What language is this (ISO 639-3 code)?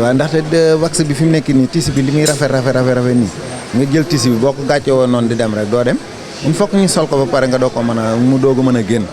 wol